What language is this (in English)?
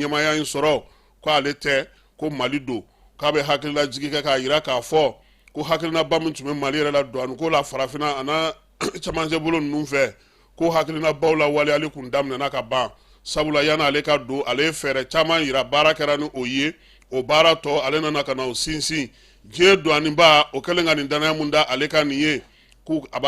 Bambara